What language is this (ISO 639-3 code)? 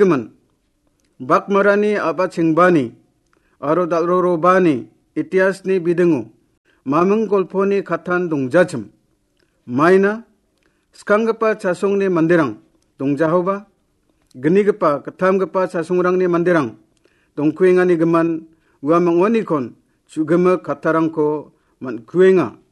grt